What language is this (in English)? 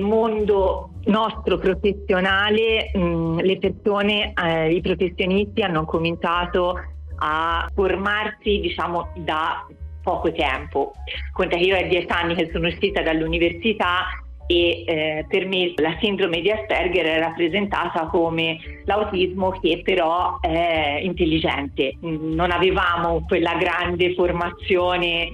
Italian